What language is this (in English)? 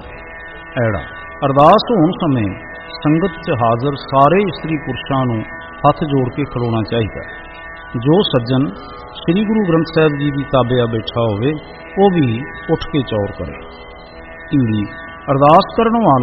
Punjabi